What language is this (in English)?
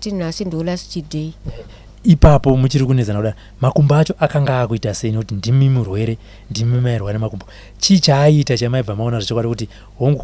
Shona